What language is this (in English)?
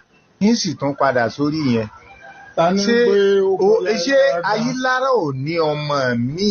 Yoruba